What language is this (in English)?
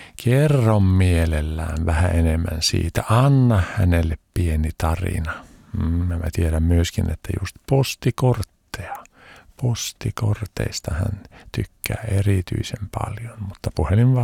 Finnish